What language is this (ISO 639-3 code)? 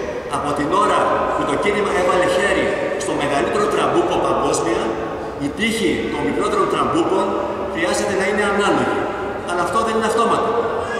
ell